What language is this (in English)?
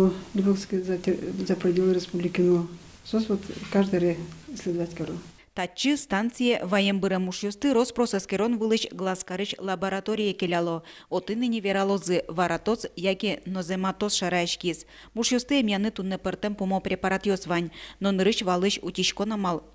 Udmurt